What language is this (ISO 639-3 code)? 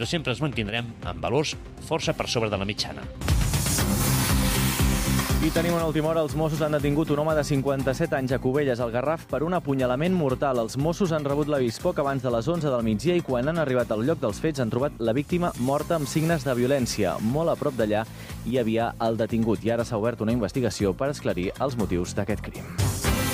cat